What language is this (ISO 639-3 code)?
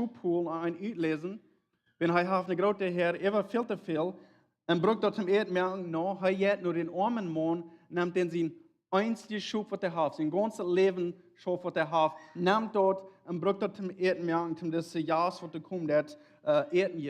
pdt